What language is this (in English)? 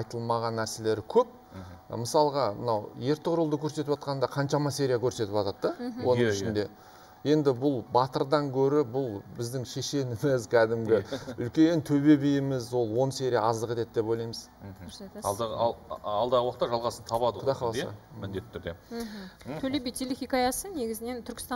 Kazakh